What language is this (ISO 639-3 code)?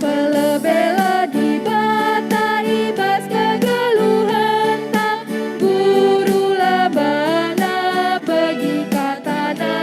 btx